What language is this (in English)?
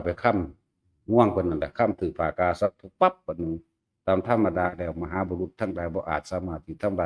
Northeastern Thai